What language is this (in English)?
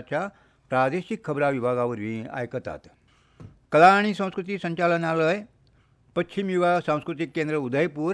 Konkani